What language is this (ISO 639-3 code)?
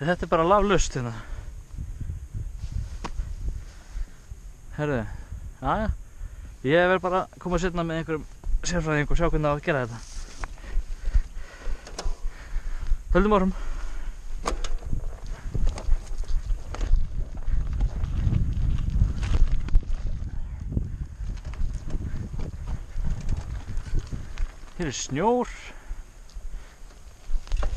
isl